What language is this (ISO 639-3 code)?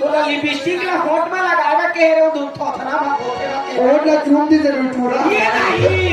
hne